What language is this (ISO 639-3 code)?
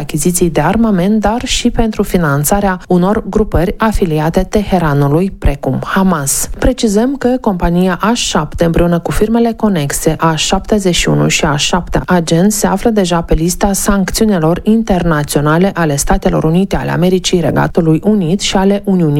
ron